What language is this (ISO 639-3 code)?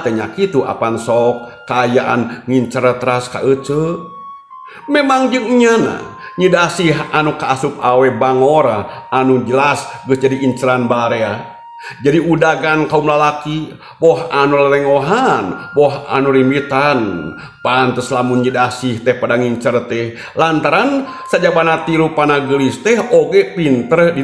sun